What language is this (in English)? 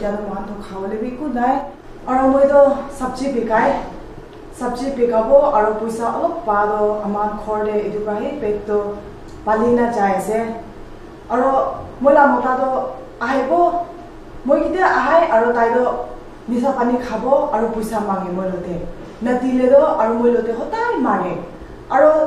Naga Pidgin